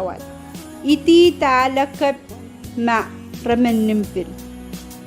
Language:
Pohnpeian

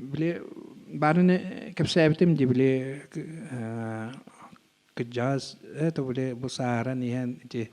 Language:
Yakut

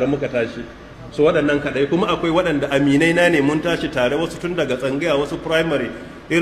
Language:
Hausa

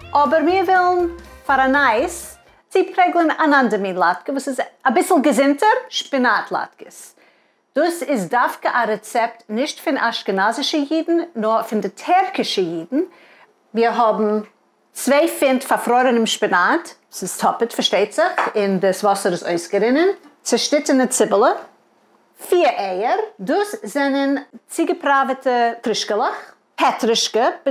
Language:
Yiddish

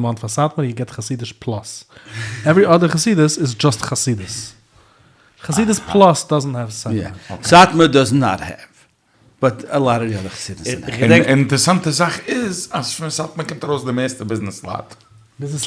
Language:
Yiddish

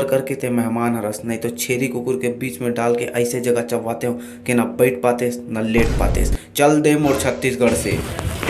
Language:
Chhattisgarhi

